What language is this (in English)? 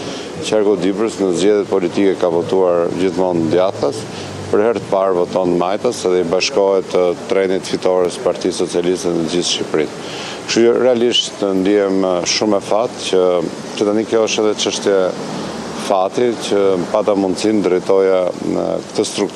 Albanian